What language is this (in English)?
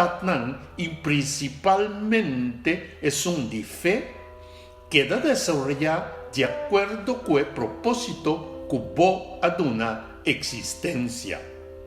Papiamento